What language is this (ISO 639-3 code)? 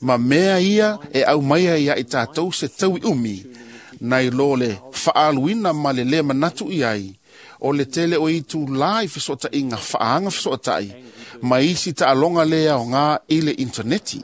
smo